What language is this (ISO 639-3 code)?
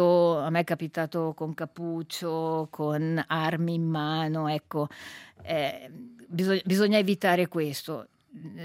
ita